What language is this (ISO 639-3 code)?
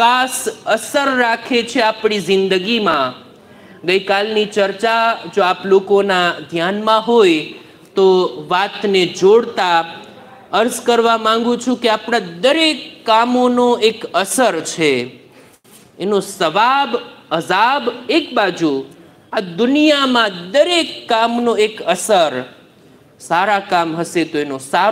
guj